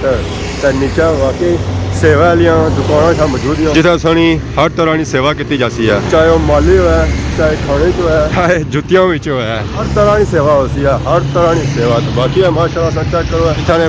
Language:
Pahari-Potwari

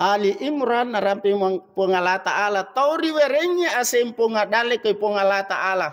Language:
Buginese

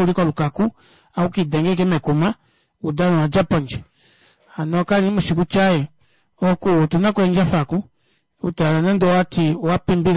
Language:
Kuanyama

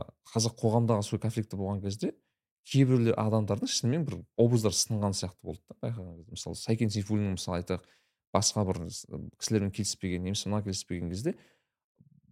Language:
Kazakh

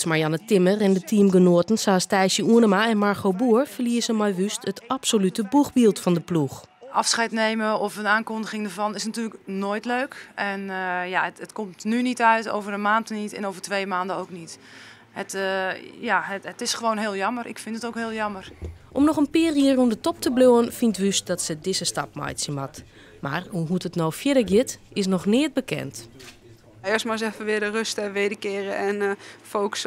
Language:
Western Frisian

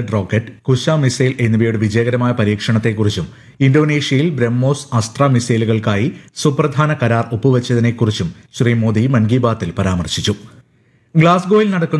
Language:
Malayalam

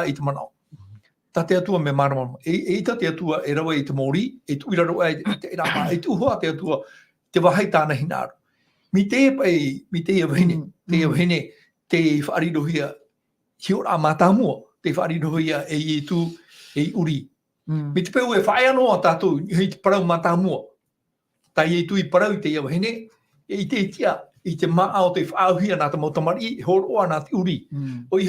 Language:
Tahitian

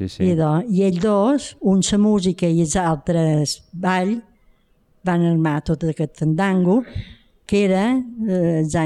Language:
Catalan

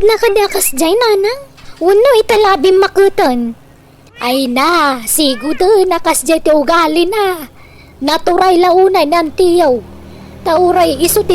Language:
Iloko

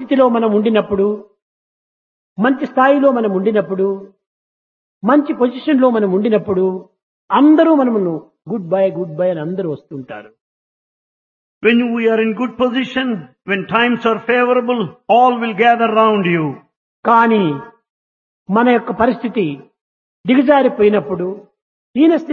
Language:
Telugu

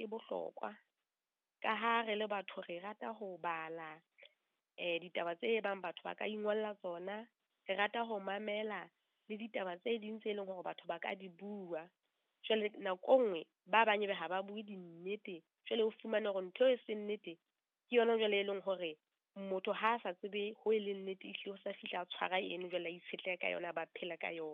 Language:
Southern Sotho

